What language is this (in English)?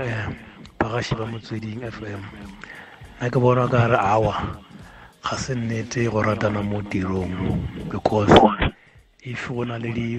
Tswana